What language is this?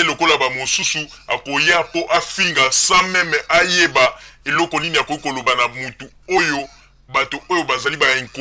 Lingala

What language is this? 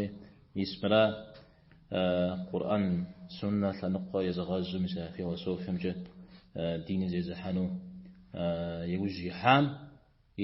Kabardian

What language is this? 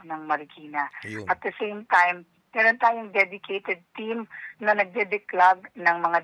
Filipino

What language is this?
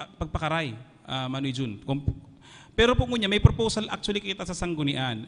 Bikol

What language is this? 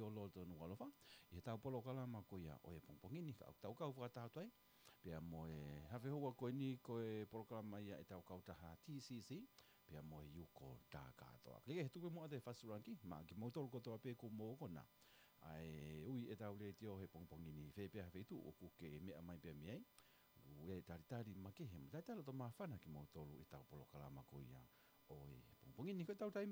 Tongan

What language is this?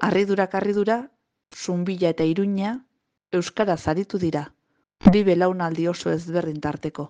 Basque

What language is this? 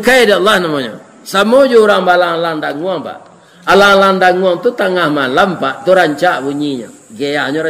Minangkabau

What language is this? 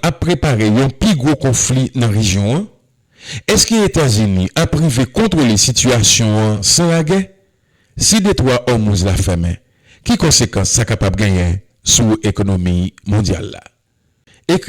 Haitian Creole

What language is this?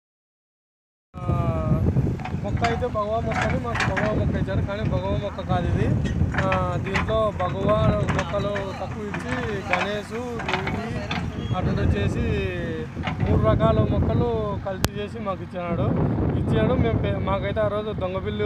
Telugu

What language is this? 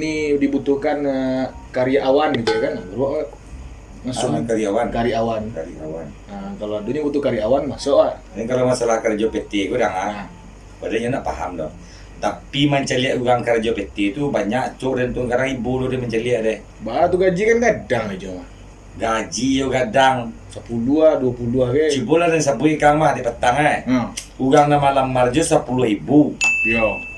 Minangkabau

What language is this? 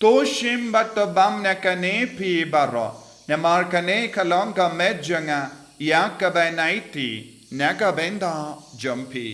Khasi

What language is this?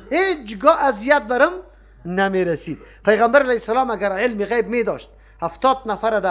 Persian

